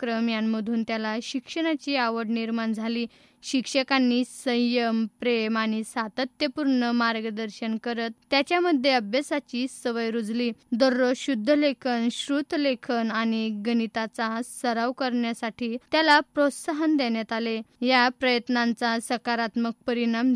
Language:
Marathi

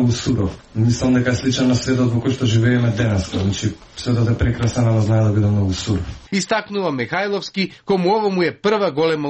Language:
Macedonian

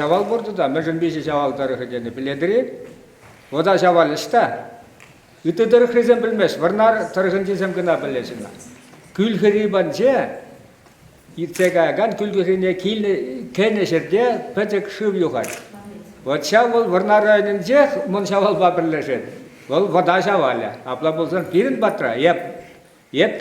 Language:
Chuvash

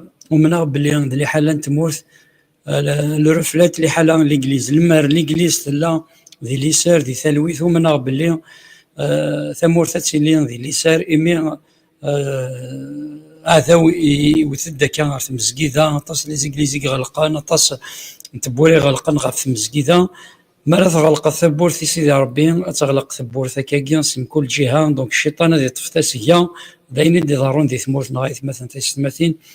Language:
Kabyle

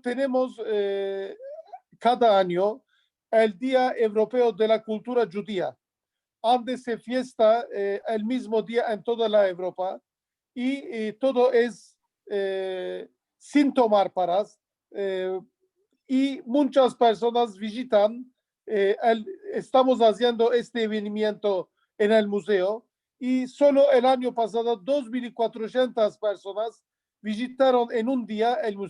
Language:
Ladino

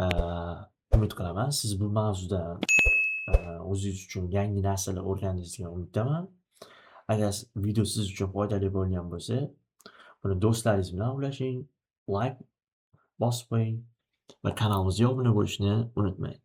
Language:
Uzbek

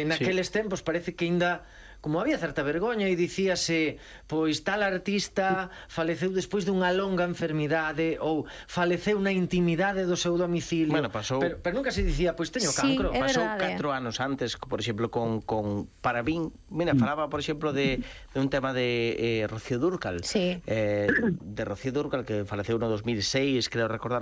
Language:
Galician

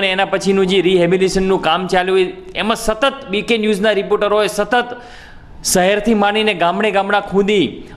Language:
Gujarati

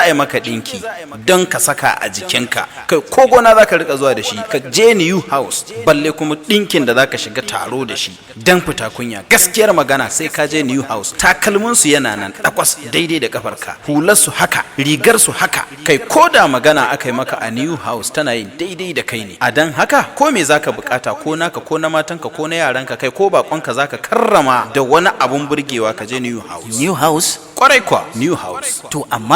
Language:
Hausa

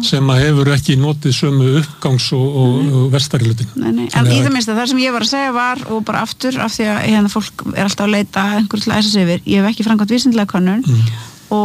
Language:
Icelandic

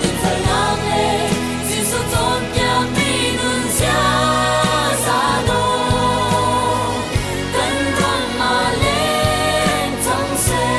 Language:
Hakha Chin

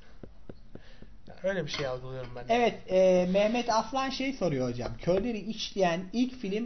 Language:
Turkish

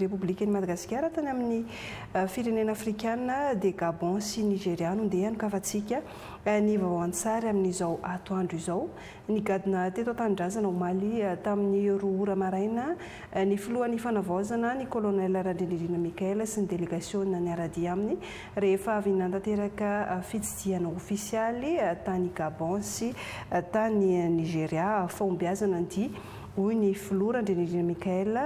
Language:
Malagasy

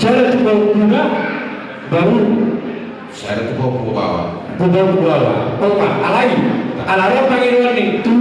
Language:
Batak Toba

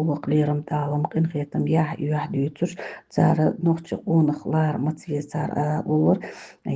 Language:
Chechen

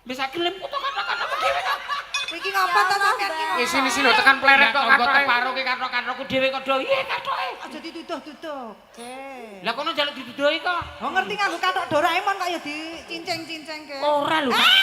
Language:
Javanese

